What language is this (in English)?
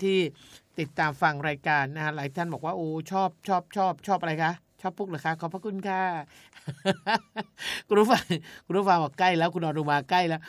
Thai